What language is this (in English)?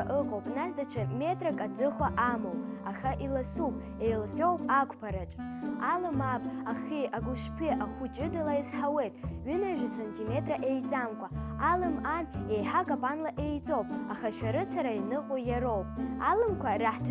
Abkhazian